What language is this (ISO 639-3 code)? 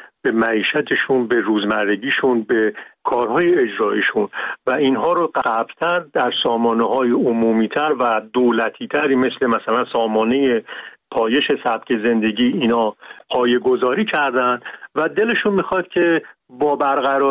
fas